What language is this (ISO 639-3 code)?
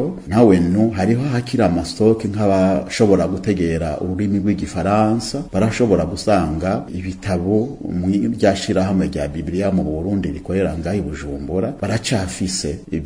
run